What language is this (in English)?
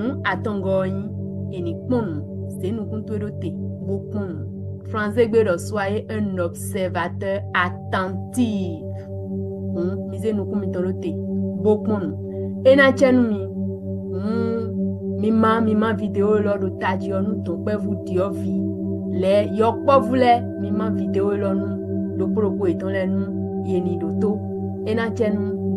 Fon